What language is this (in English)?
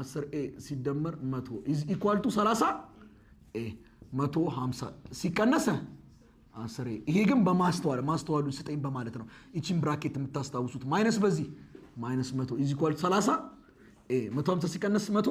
Amharic